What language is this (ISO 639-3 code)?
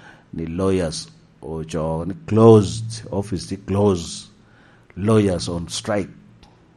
laj